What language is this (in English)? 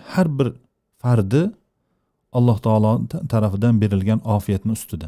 Uzbek